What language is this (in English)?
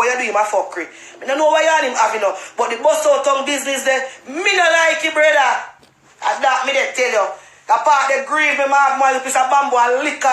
Jamaican Creole English